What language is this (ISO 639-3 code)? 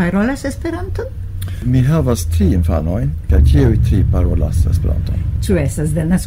epo